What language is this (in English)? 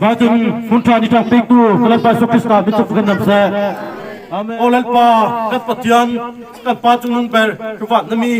Mizo